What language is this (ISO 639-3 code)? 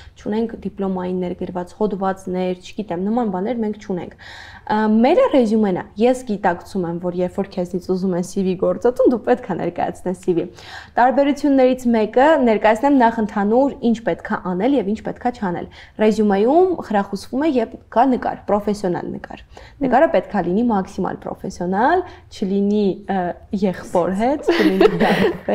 hye